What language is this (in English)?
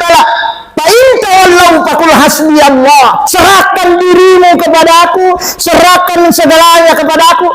Buginese